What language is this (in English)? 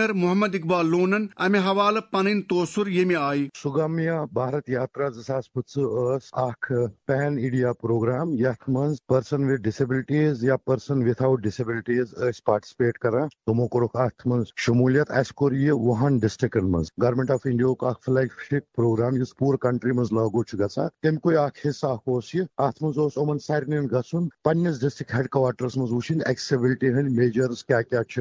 Kashmiri